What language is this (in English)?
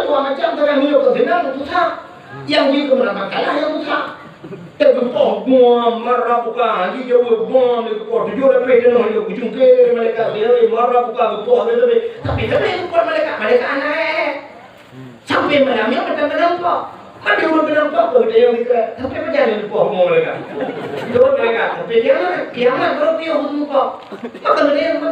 Achinese